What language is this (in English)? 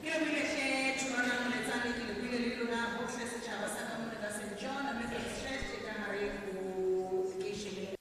Southern Sotho